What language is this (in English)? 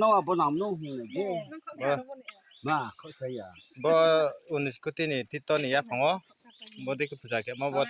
Riang (India)